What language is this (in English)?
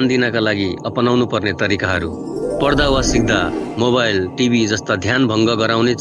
Nepali